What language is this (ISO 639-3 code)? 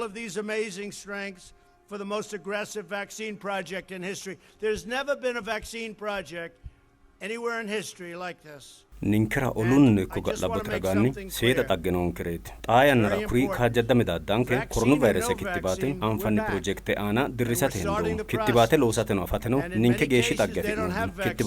sid